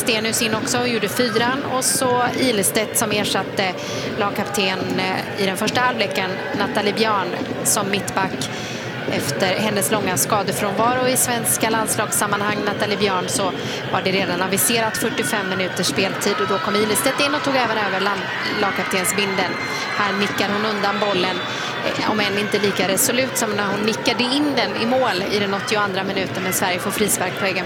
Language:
Swedish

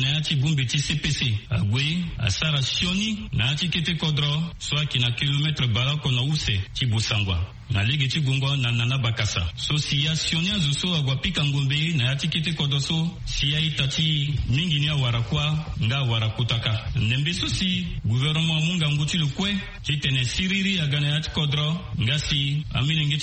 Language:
Sango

